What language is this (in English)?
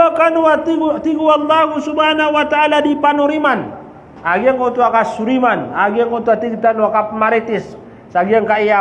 Maranao